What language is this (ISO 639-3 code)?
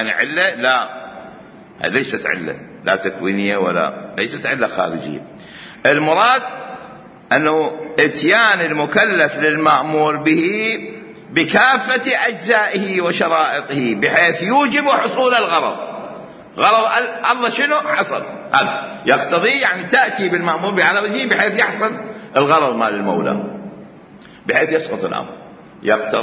acm